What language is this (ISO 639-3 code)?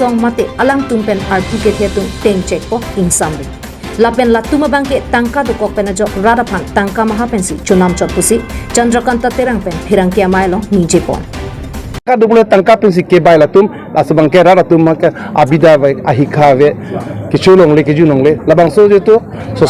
mjw